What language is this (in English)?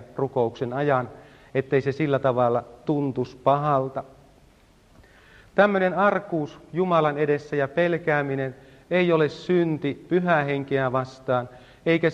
Finnish